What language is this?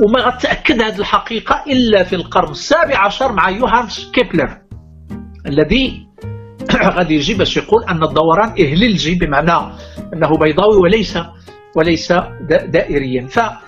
Moroccan Arabic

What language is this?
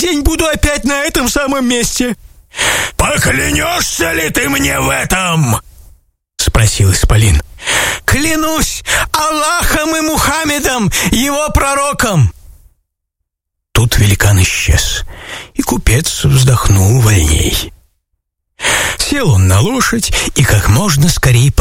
Russian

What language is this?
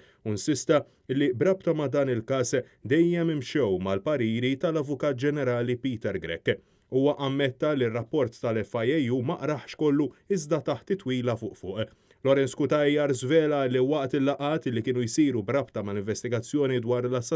Maltese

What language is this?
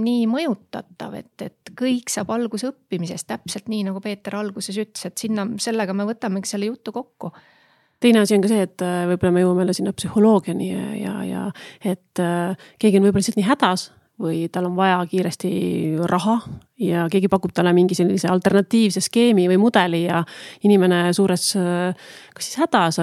Estonian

